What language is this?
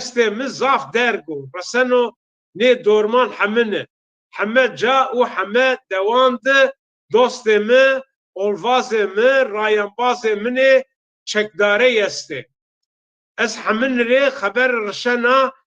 Zaza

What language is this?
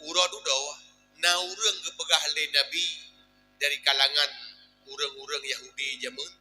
Achinese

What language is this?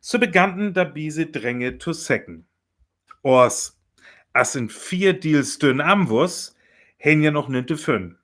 Northern Frisian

